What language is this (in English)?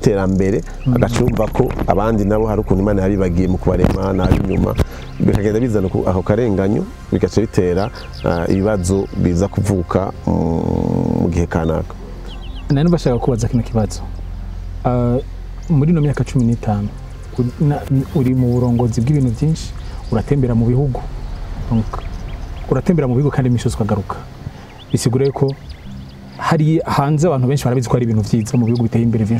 Rundi